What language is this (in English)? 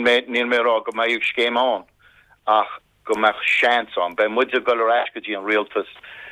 Irish